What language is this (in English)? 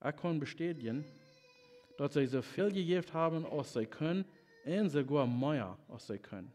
Plautdietsch